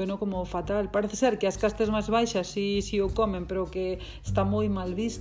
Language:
Galician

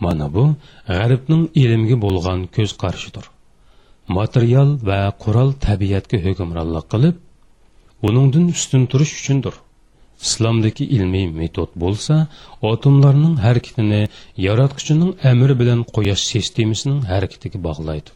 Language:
Uyghur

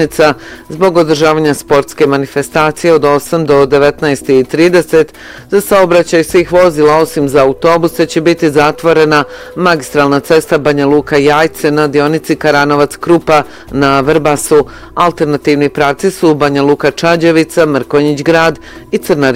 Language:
Bosnian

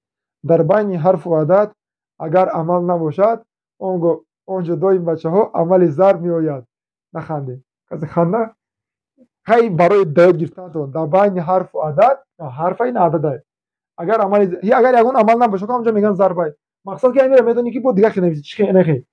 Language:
Tajik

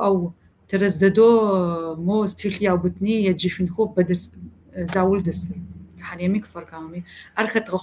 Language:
Kabardian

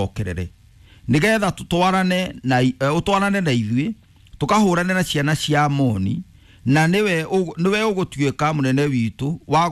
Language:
Kikuyu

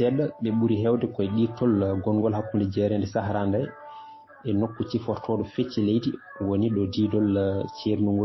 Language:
Fula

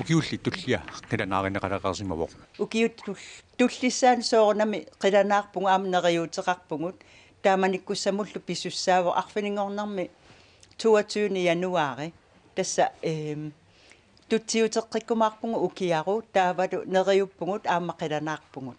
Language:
Kalaallisut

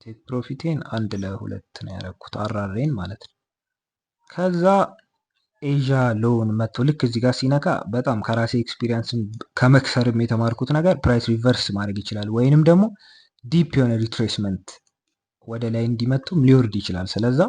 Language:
Amharic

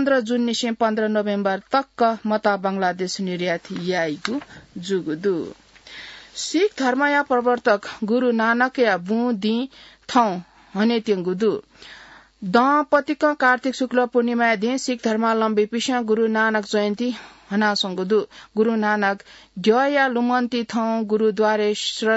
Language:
Newari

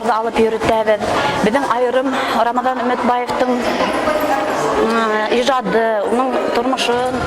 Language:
Bashkir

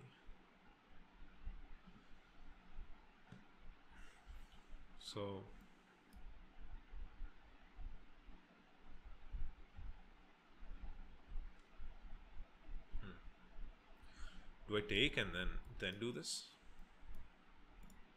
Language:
English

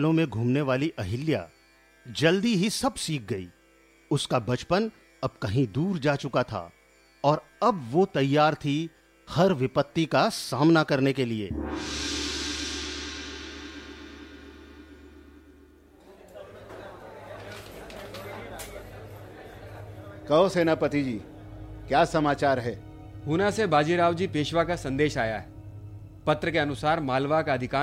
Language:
Hindi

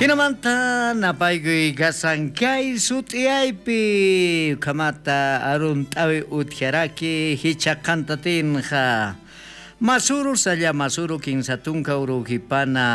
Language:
Aymara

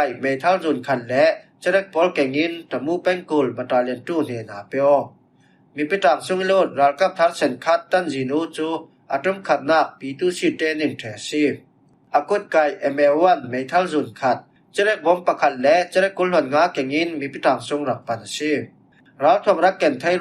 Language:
Falam Chin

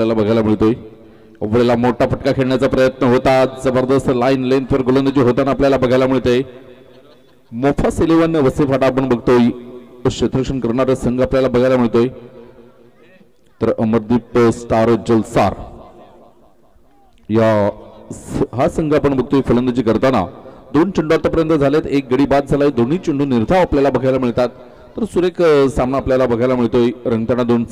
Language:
Marathi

